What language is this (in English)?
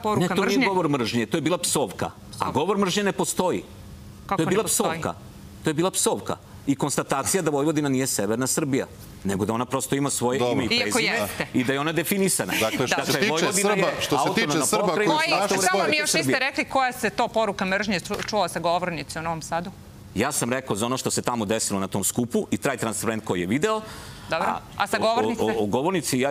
Serbian